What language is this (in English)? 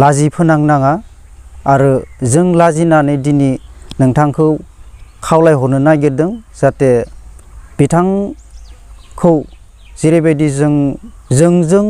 Bodo